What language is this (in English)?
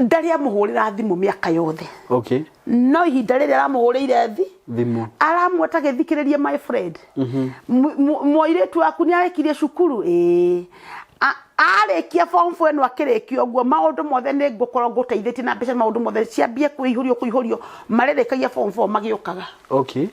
Kikuyu